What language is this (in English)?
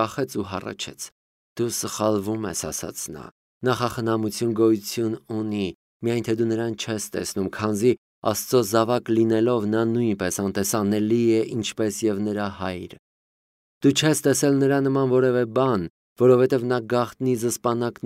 Armenian